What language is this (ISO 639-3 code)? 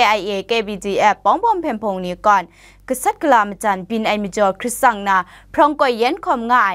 kac